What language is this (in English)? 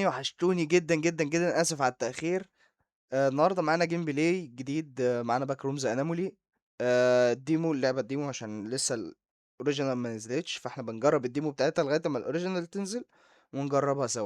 Egyptian Arabic